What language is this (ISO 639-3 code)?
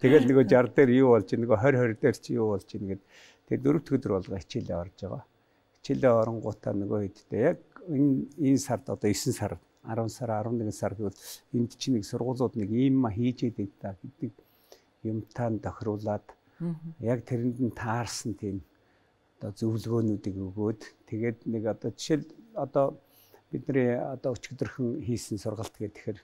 mon